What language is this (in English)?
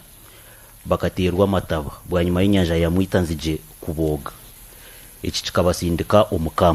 Nyankole